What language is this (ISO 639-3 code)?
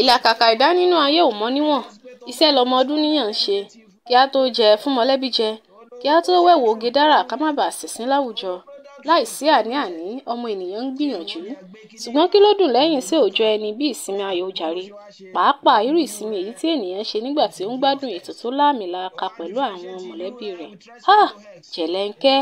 yor